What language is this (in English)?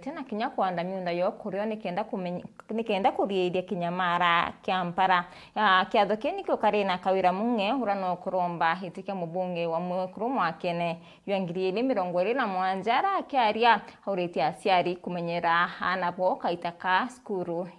Meru